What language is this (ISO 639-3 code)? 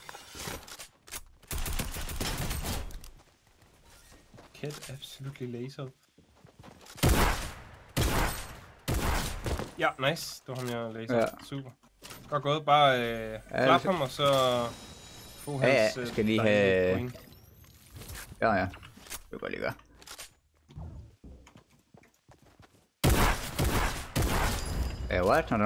dan